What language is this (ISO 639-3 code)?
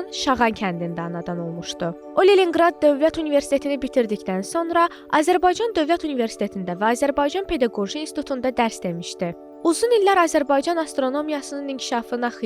aze